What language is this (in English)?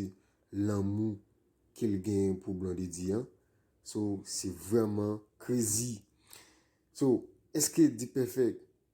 Haitian Creole